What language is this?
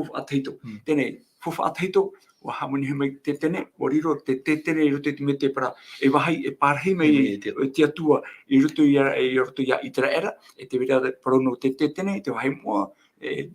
Tahitian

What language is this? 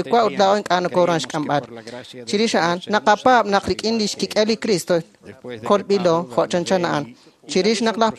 Kekchí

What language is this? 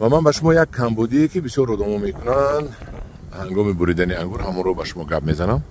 Tajik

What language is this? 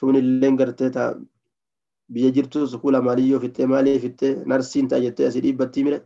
Oromo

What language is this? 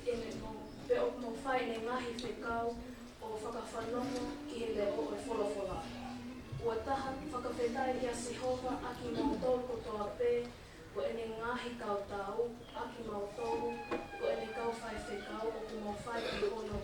Tongan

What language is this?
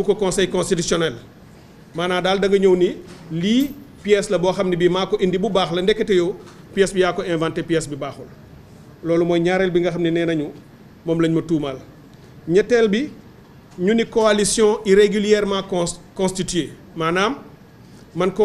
Wolof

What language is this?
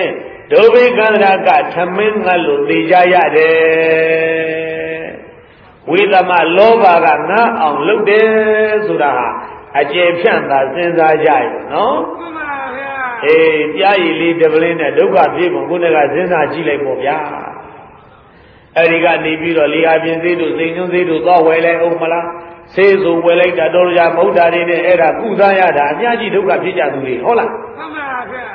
Burmese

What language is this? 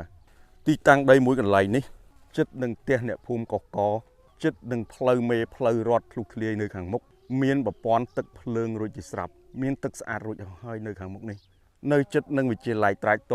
Khmer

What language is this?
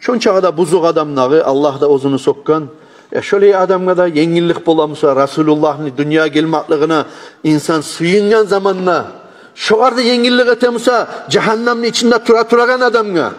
Kumyk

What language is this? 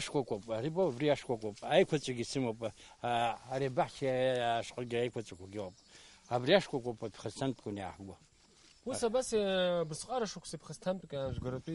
Abkhazian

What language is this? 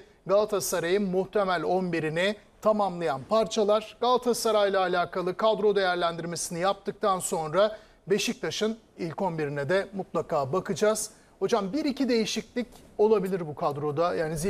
Turkish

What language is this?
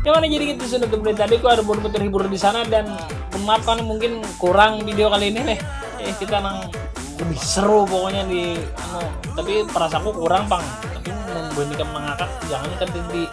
Banjar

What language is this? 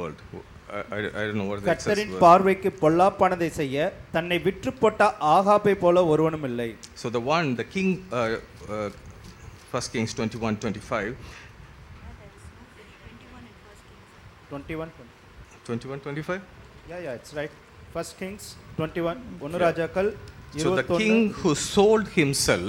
Tamil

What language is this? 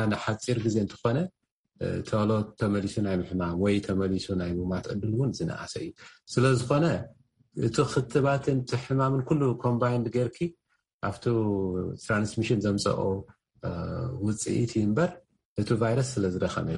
Tigrinya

